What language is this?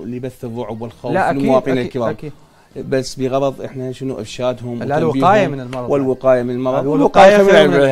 Mesopotamian Arabic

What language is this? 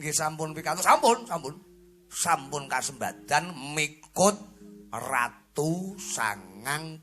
Javanese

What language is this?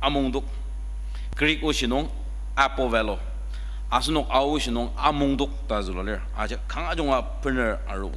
Ao Naga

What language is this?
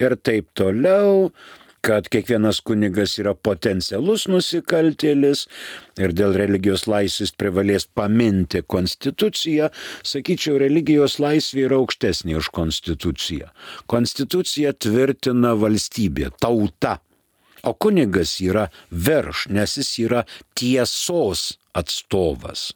Lithuanian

